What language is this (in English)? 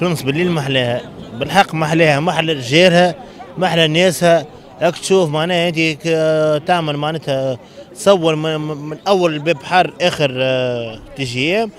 Tunisian Arabic